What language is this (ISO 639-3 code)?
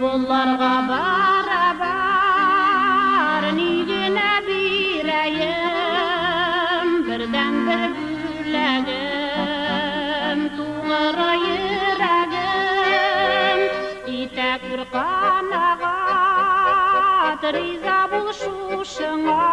bak